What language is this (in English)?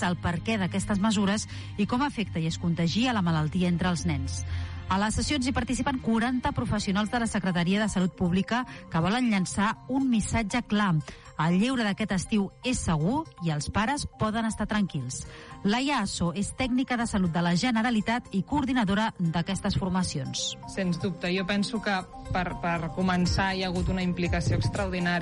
Catalan